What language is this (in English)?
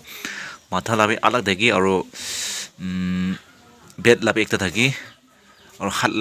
Naga Pidgin